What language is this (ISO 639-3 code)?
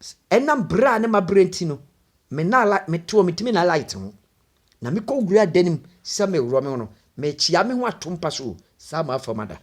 aka